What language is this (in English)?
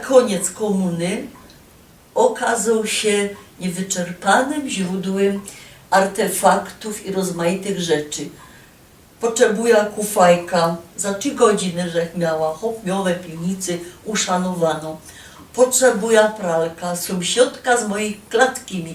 Silesian